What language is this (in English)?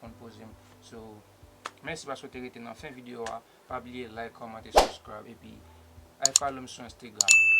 Haitian Creole